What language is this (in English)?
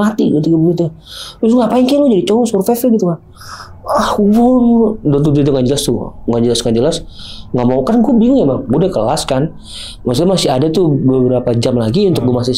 Indonesian